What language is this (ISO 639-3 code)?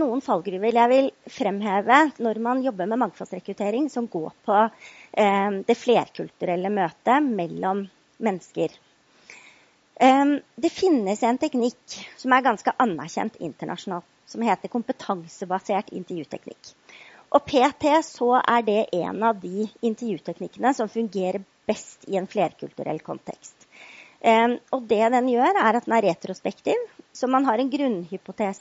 nor